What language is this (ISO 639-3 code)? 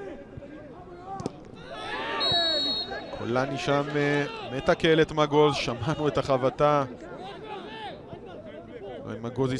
heb